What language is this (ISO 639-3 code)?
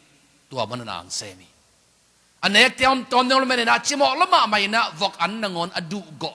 ctd